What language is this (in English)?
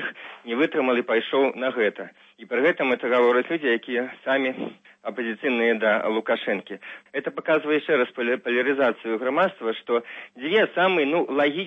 Belarusian